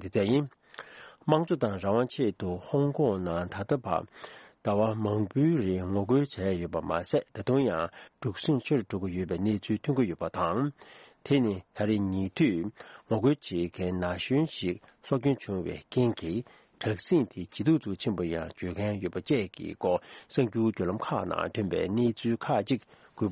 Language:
Tibetan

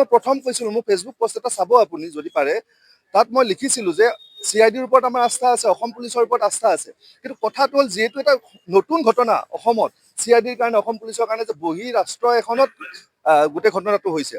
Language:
Assamese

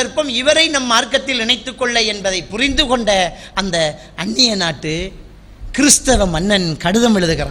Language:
Tamil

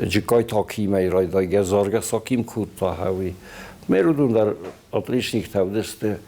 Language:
Ossetic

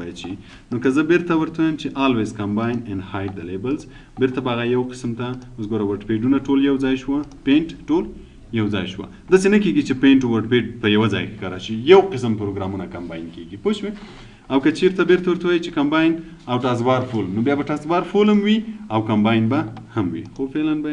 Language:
Pashto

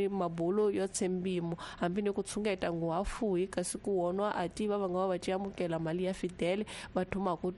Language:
Tsonga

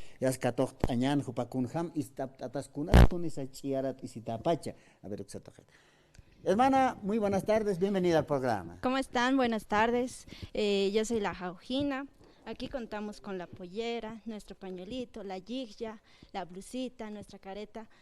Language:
Aymara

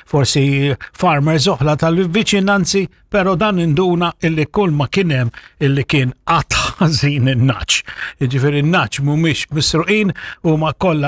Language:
Maltese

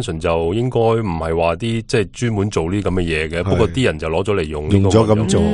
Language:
Cantonese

